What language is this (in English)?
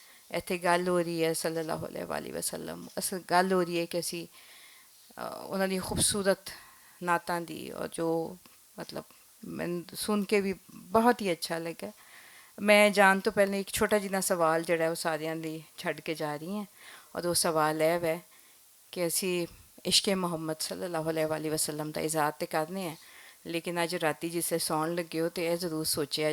Western Panjabi